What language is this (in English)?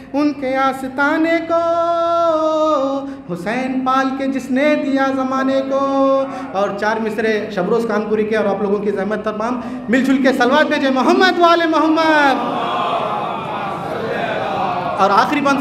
Urdu